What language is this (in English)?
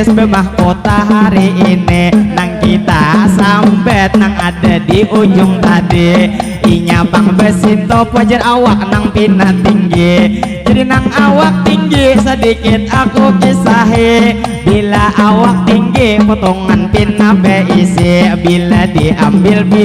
Banjar